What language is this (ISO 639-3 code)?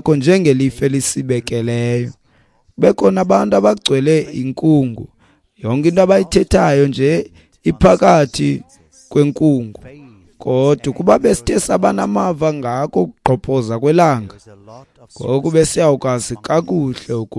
xho